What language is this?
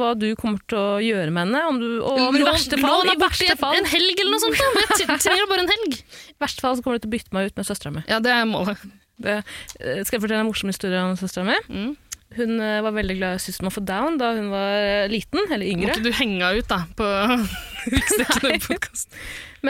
Norwegian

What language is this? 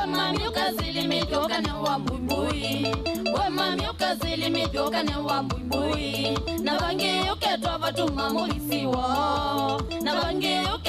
Kamba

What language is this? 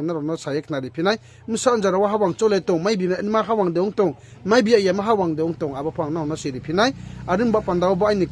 Riang (India)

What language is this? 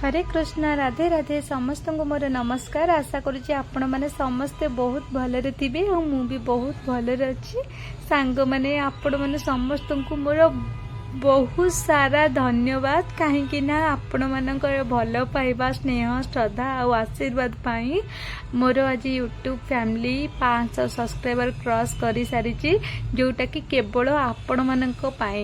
Odia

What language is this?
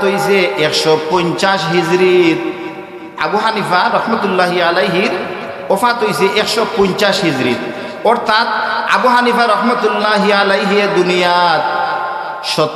Sylheti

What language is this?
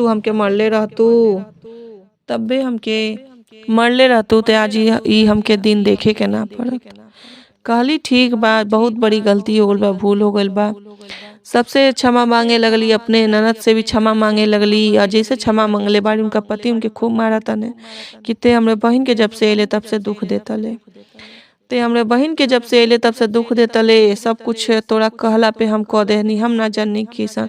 Bhojpuri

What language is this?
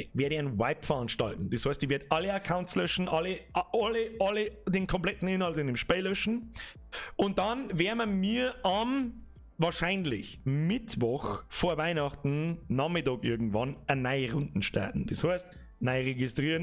Bavarian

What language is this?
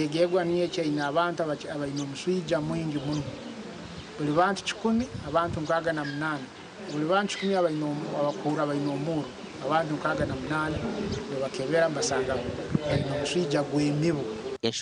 Nyankole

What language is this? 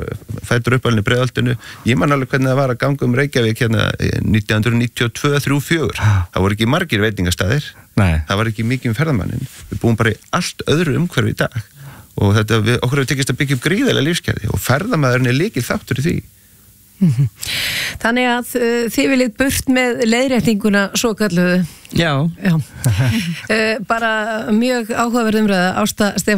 Icelandic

